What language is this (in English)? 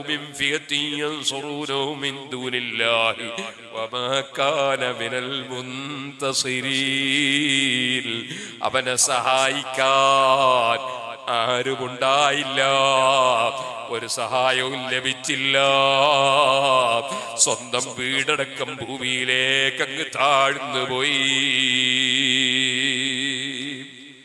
Malayalam